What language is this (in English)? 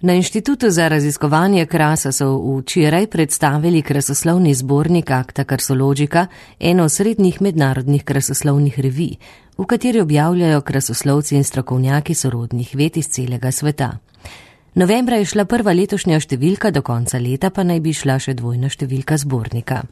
Slovenian